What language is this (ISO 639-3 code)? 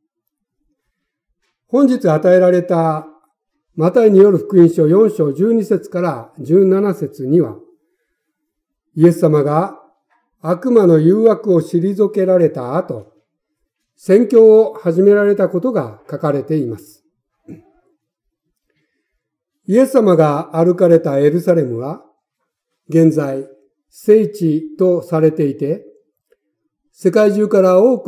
jpn